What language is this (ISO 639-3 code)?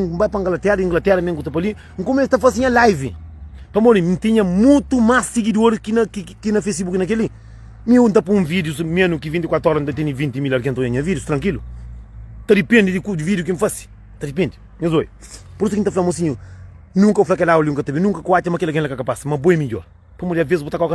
kea